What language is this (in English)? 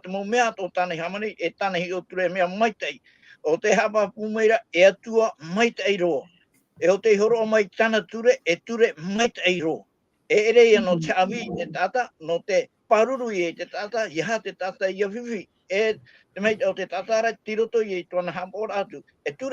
Tahitian